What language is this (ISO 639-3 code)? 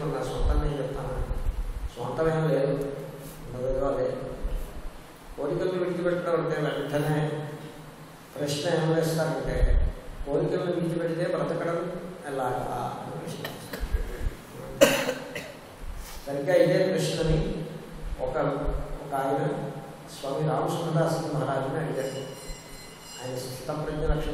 tel